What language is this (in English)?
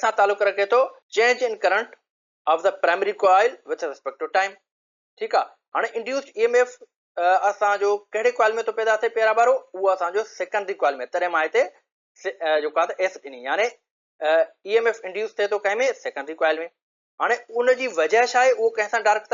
Sindhi